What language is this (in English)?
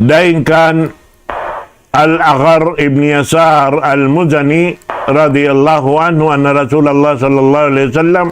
Tausug